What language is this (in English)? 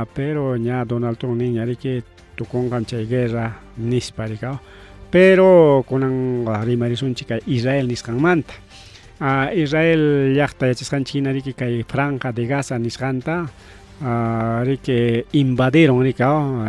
Ayacucho Quechua